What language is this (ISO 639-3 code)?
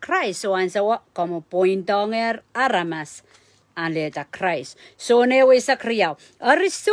pon